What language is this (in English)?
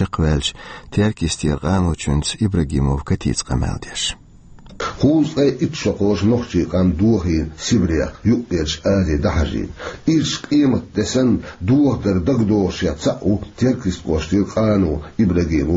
Chechen